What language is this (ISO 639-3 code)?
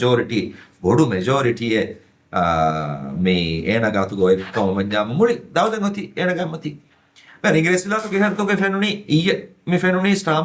div